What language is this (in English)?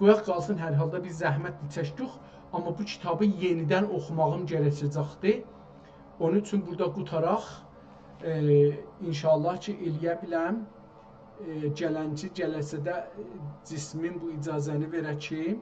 South Azerbaijani